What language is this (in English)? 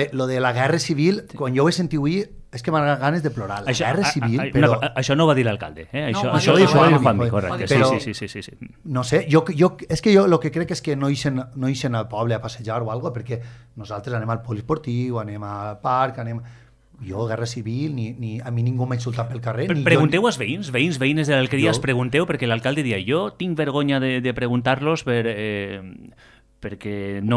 Catalan